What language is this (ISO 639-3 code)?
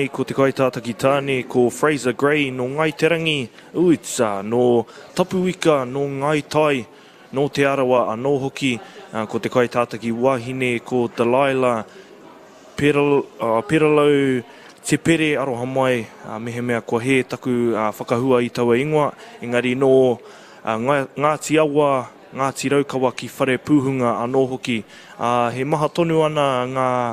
mri